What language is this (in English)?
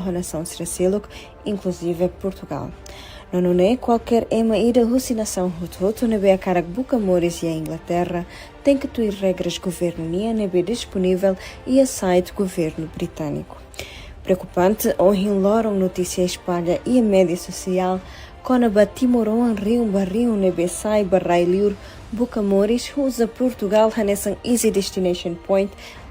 Tetum